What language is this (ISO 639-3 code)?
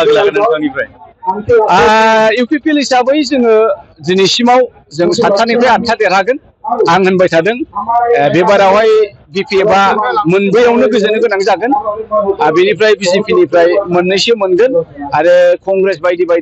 brx